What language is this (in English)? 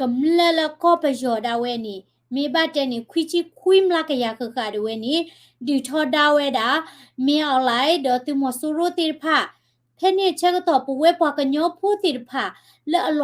S'gaw Karen